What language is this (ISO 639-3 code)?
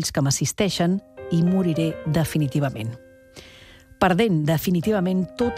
cat